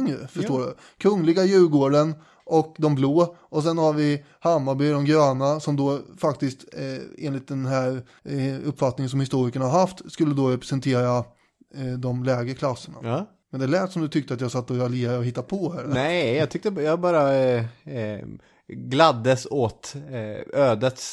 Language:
Swedish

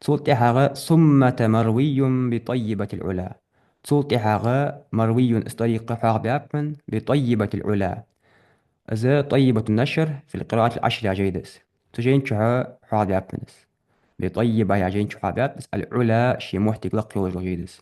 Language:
Ingush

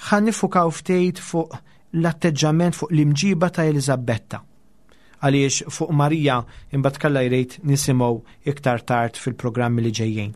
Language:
Maltese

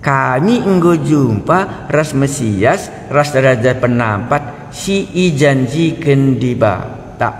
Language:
Batak Karo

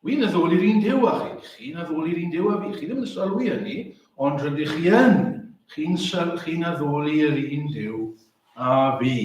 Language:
Welsh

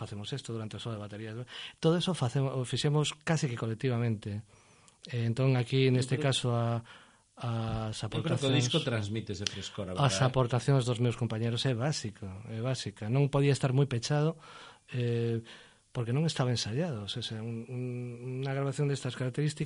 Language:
Galician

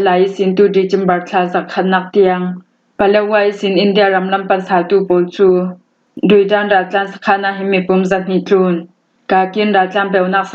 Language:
Hakha Chin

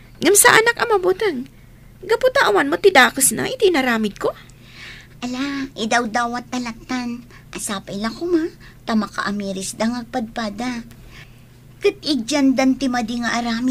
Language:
Iloko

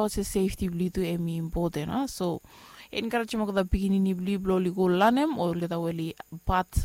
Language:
Bislama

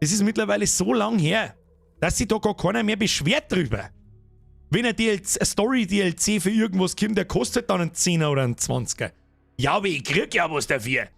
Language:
Bavarian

